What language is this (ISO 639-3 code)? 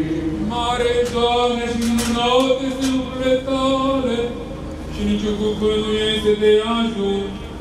ron